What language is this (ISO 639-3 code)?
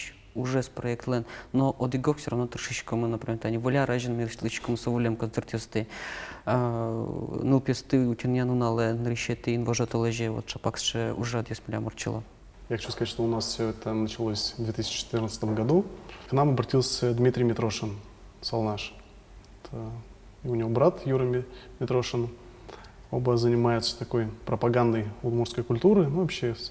udm